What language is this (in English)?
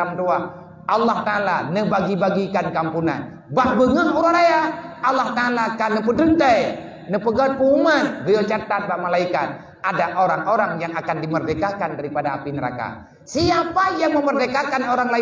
Achinese